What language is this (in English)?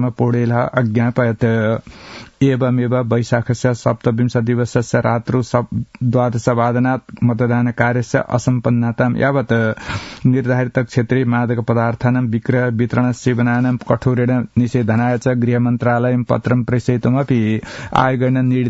Sanskrit